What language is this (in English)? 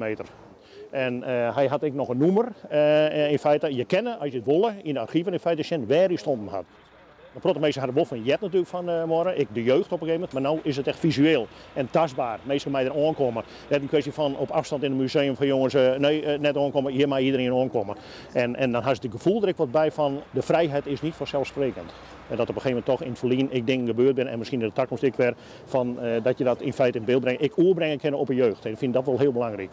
Western Frisian